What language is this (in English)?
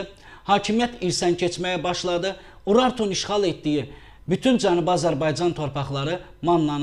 Azerbaijani